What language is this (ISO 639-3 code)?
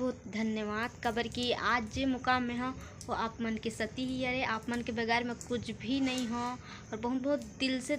hne